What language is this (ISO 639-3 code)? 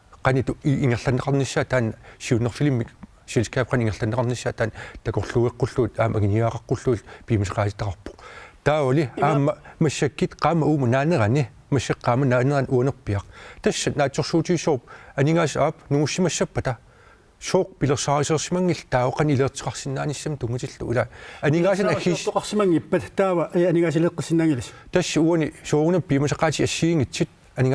kal